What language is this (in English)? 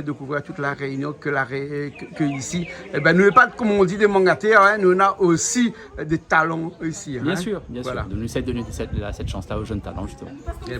Réunion Creole French